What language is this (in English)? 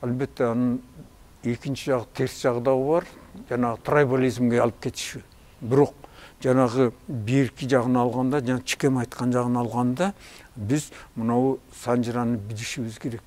Kyrgyz